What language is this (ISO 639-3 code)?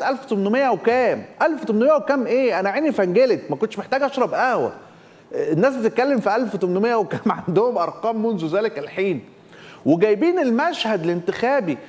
arz